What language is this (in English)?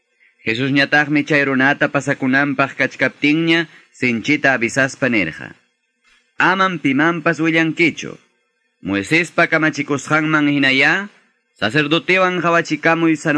Quechua